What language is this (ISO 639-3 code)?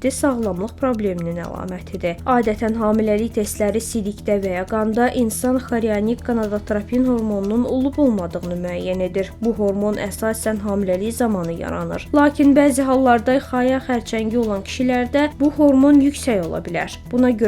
aze